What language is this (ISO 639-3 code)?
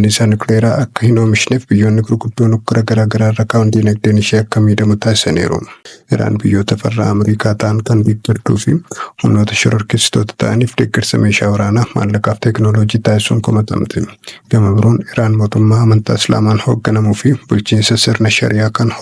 orm